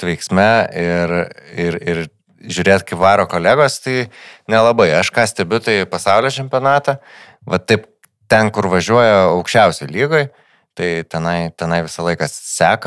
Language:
Lithuanian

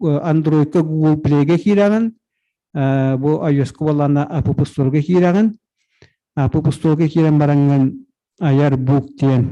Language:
Yakut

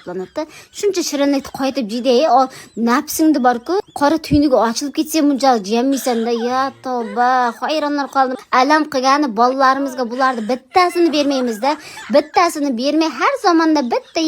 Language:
Uzbek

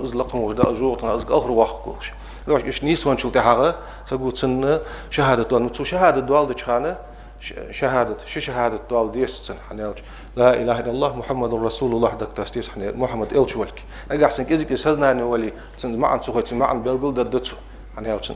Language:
Ingush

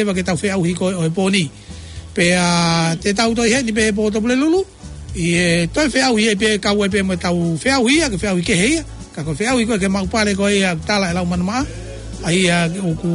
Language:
Tongan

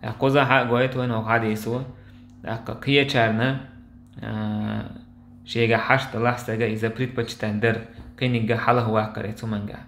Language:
Chechen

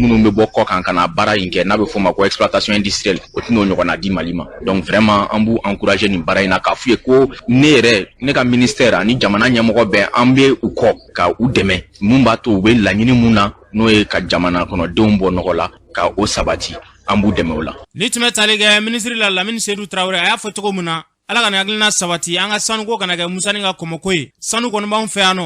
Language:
Bambara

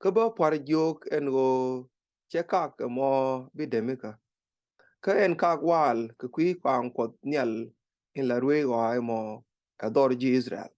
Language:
Nuer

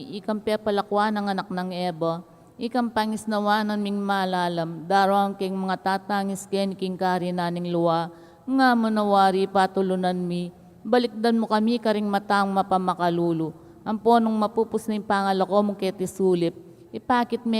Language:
Pampanga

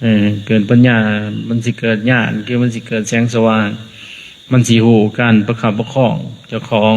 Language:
Lao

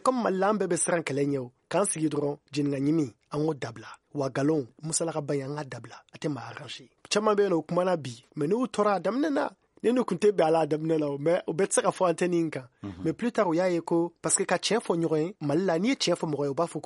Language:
Bambara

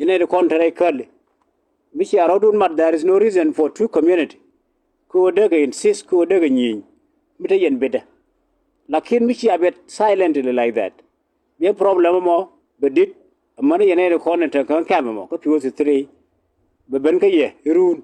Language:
Nuer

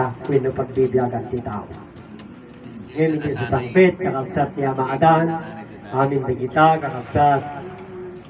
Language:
Iloko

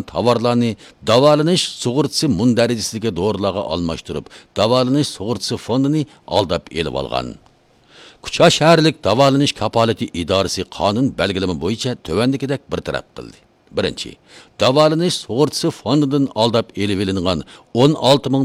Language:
Uyghur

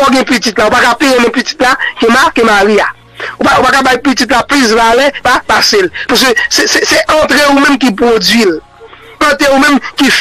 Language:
Haitian Creole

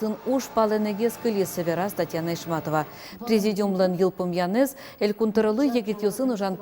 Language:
Udmurt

